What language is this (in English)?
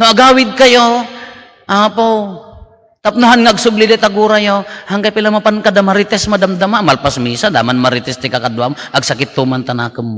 Iloko